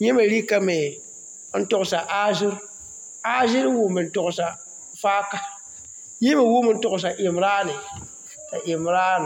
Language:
Mossi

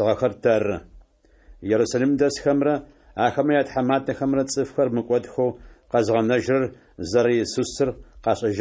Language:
Adyghe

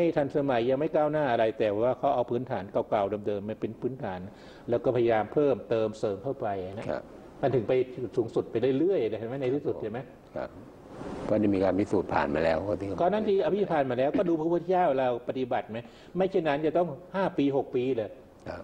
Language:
Thai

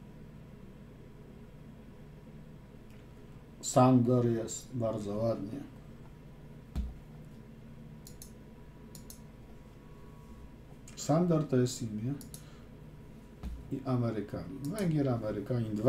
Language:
Polish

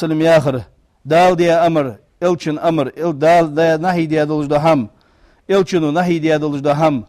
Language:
Ingush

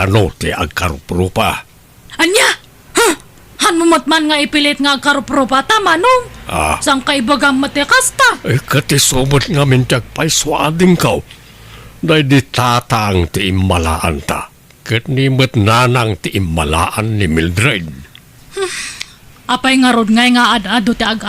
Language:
Iloko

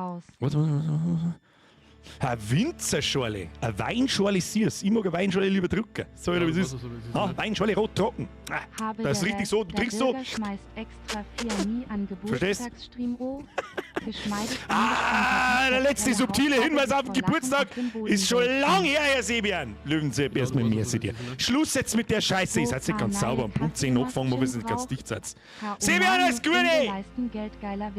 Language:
Bavarian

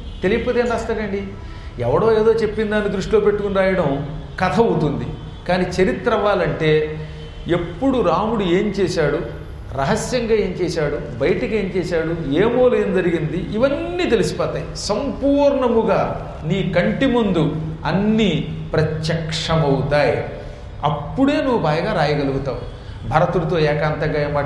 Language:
Telugu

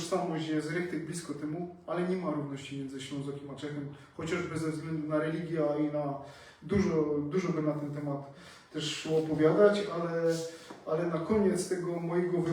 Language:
Silesian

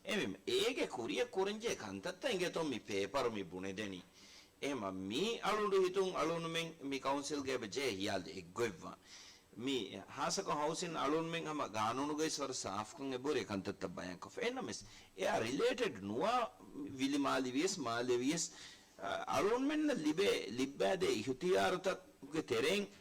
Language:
Divehi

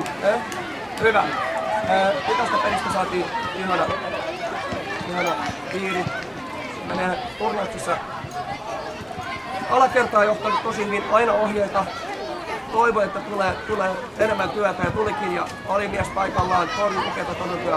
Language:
Finnish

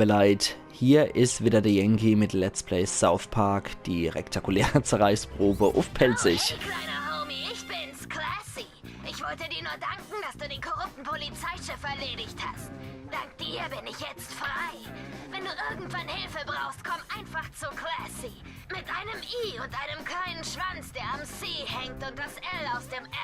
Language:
Palatine German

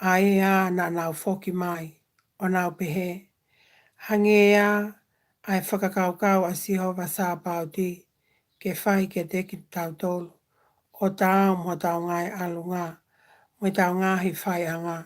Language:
Tongan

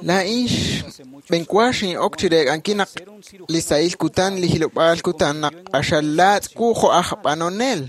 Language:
Kekchí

